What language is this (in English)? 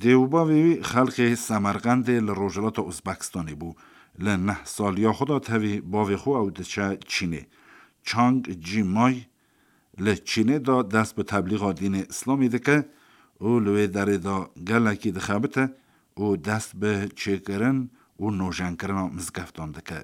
Kurdish